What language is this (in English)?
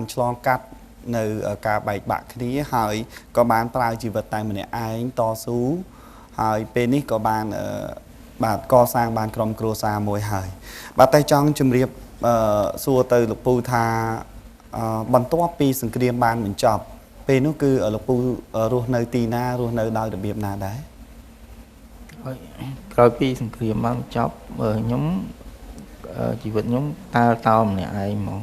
Khmer